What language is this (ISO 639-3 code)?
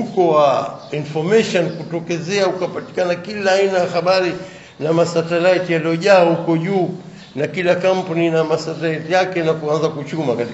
swa